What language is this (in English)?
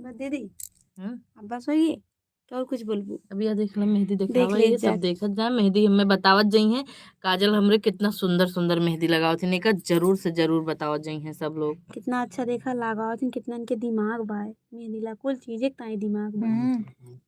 Awadhi